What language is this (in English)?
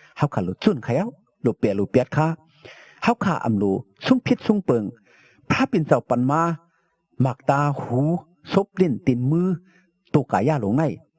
Shan